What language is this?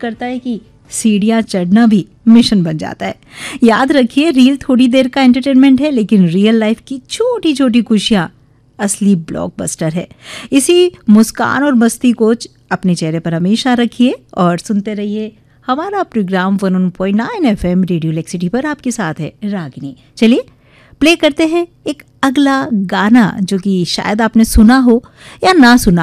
Hindi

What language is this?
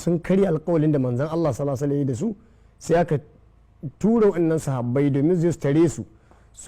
Hausa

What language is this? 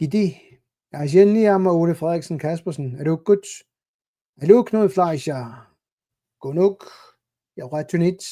Kalaallisut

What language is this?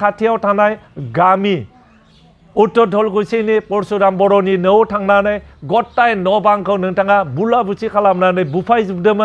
Bodo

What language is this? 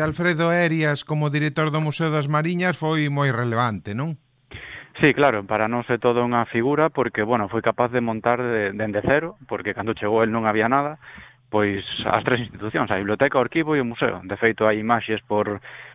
Galician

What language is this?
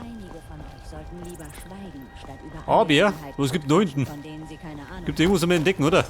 Bavarian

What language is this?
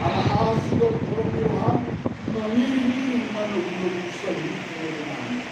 Batak Toba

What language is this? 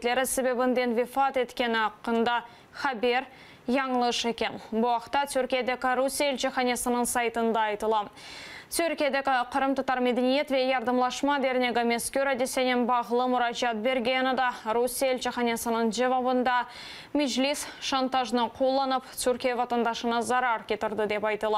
Crimean Tatar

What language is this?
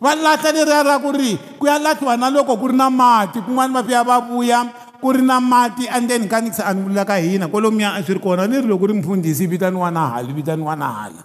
Tsonga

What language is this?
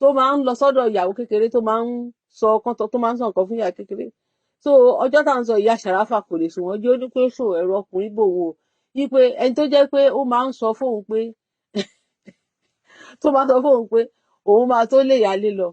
Yoruba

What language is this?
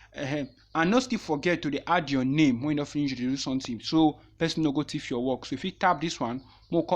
Nigerian Pidgin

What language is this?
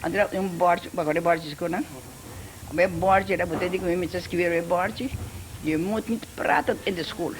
Papiamento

